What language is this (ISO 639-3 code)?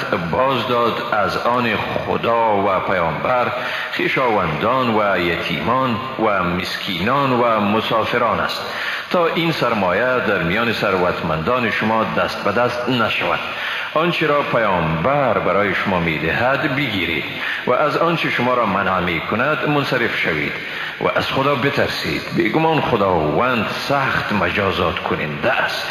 fas